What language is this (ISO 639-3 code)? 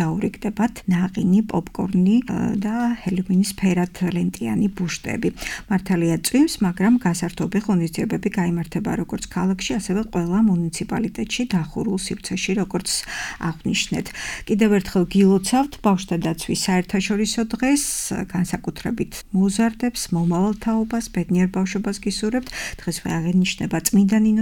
kat